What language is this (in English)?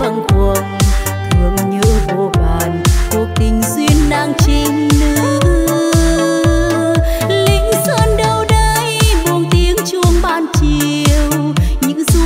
Vietnamese